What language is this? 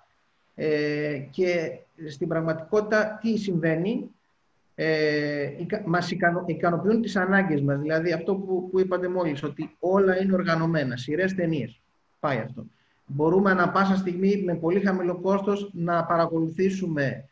Greek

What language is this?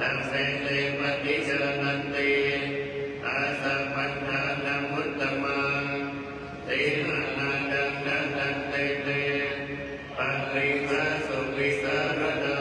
Pali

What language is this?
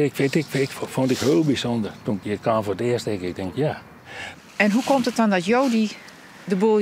Western Frisian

